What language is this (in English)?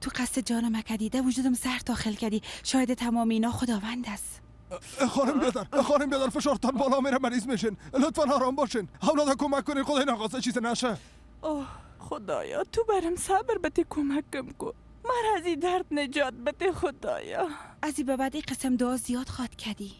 Persian